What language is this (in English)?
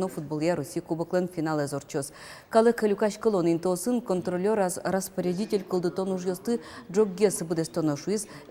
Udmurt